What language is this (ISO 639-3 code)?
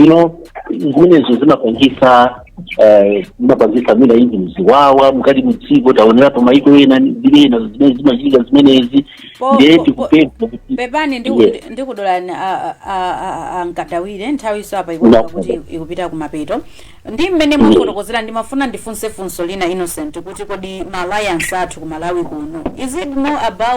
nya